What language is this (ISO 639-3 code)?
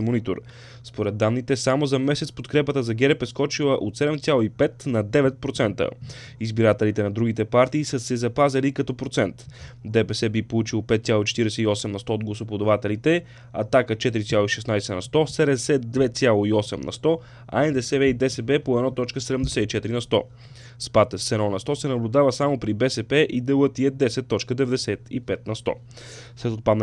bul